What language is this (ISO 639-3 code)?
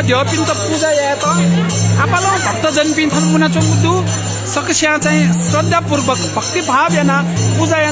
new